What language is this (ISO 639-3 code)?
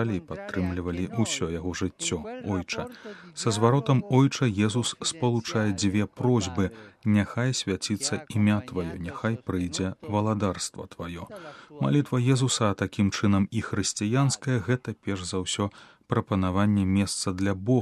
bel